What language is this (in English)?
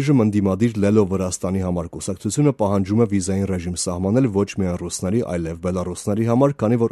Armenian